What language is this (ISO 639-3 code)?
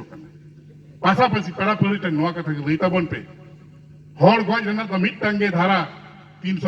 sat